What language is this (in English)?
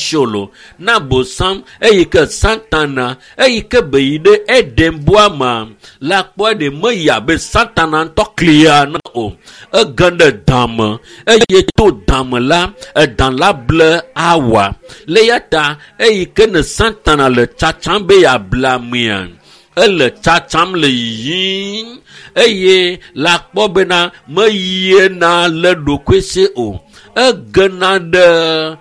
Ewe